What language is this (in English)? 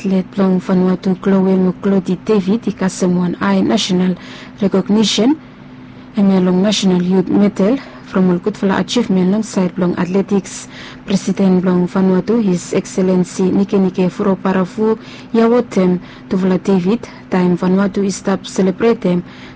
Bislama